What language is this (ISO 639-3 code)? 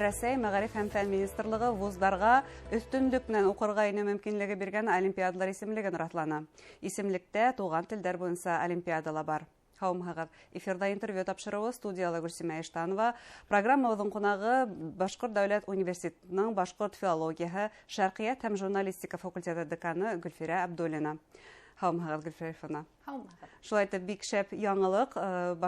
bak